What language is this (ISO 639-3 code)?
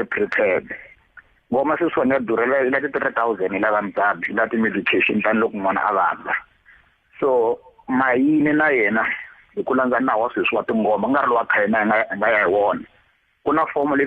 tso